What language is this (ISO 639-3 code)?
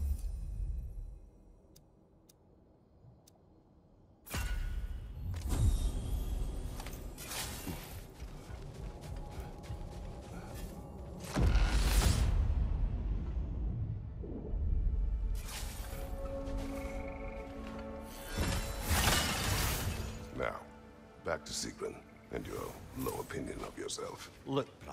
eng